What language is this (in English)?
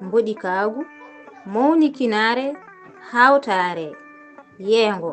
Fula